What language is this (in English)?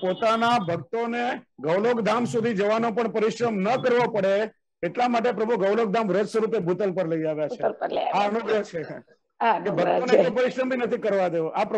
Gujarati